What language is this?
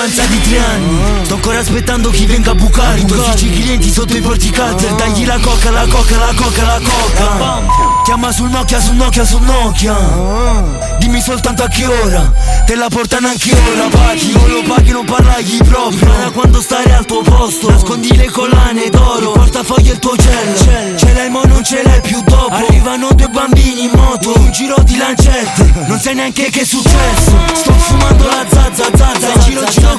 Italian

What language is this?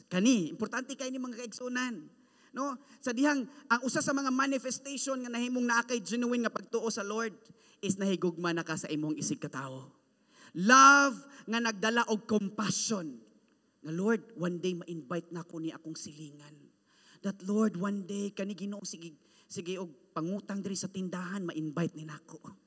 Cebuano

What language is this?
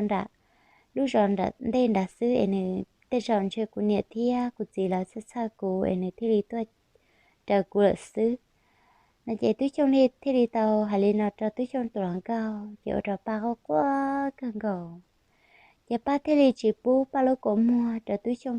Hmong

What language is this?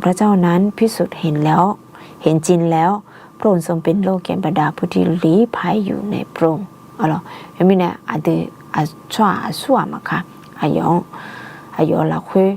Akha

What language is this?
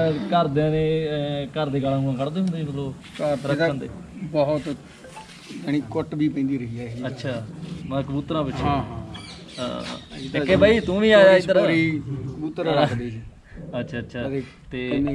Punjabi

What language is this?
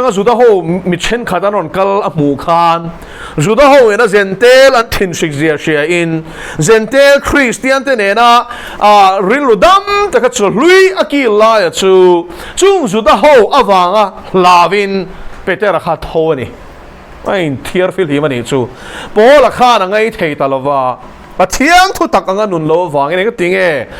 Mizo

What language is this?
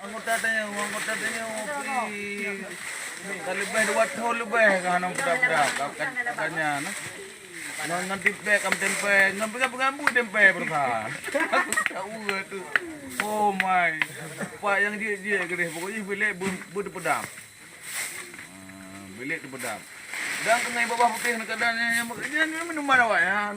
Achinese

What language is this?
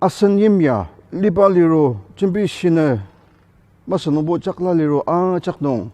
Ao Naga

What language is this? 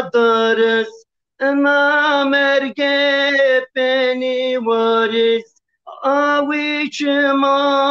Zaza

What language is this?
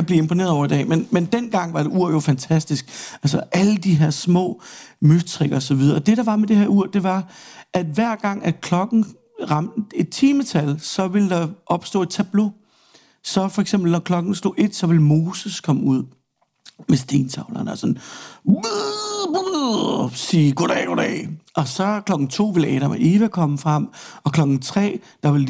Danish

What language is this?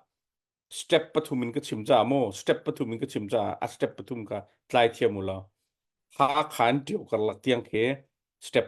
Hakha Chin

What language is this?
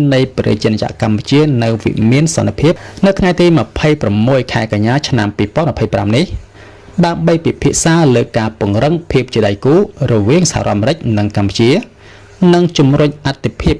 Khmer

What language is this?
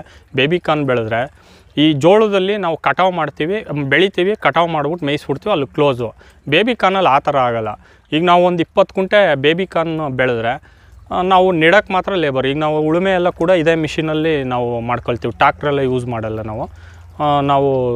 Kannada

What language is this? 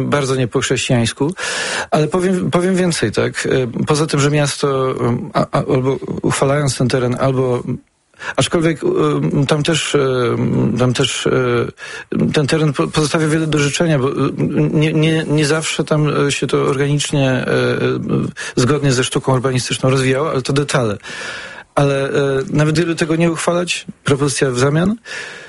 Polish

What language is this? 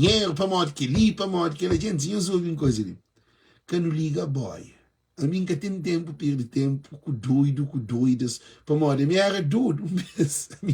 Kabuverdianu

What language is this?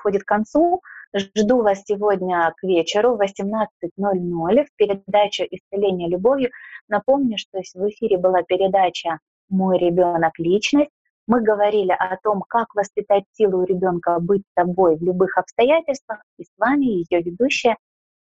Russian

